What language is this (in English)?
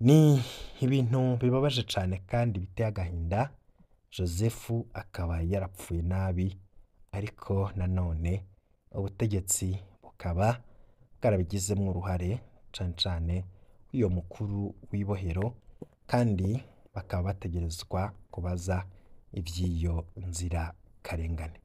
Rundi